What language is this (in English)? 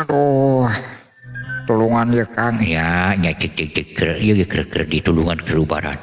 Sundanese